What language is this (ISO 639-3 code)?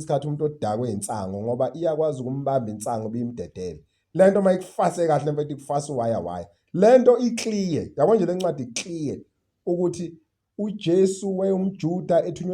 zul